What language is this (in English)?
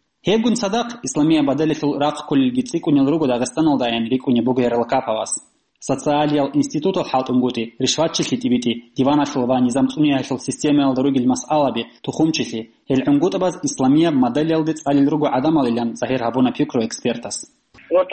Avaric